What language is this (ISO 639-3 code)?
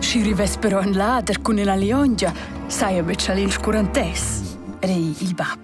roh